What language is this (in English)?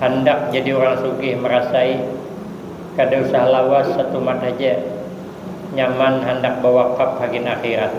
Banjar